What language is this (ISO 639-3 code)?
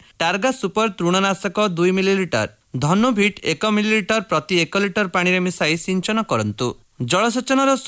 ori